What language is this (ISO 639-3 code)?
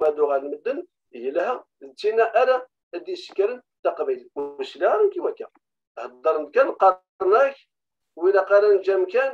kab